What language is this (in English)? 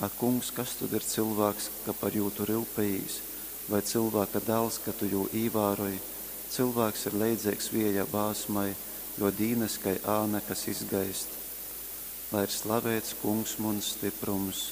Latgalian